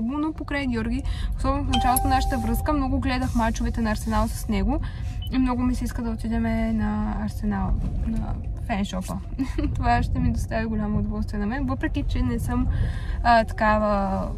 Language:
Bulgarian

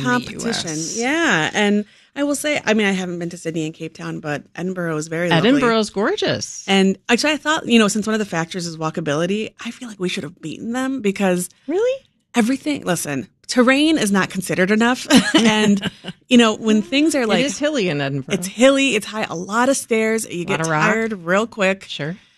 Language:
English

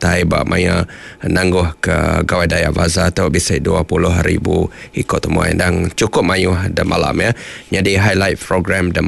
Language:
Iban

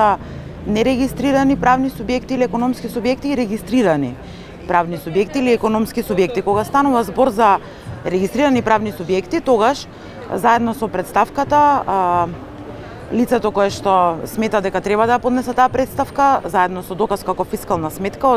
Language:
Macedonian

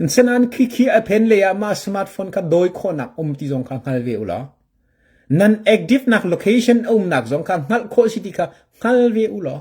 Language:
Hakha Chin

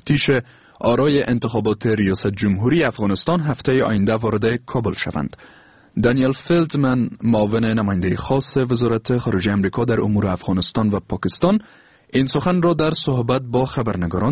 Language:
Persian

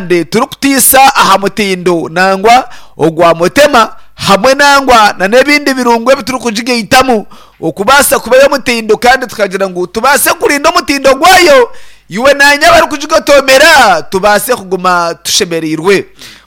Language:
Nyankole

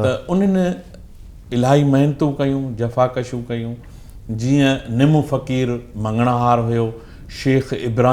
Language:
Sindhi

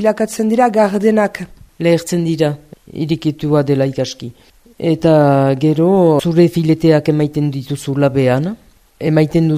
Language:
Basque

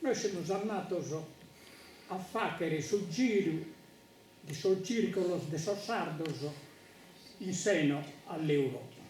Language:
Sardinian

